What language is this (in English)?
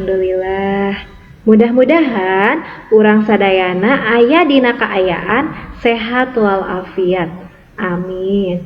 Sundanese